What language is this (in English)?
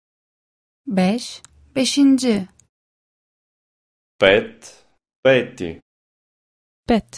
Bulgarian